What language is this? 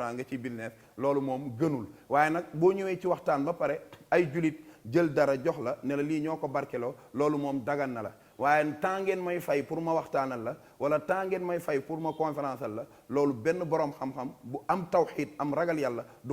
Wolof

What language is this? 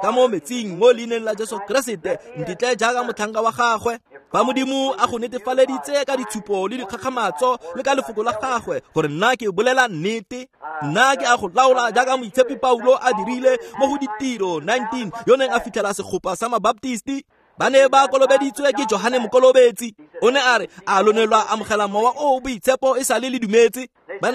Tswana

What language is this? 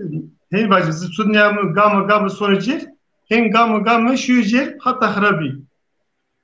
Zaza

